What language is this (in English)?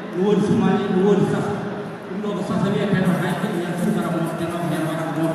Fula